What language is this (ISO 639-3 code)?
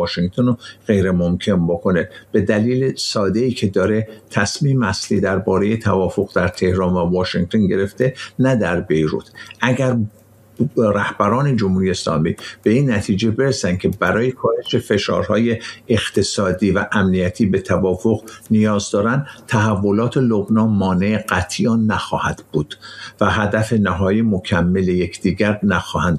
fas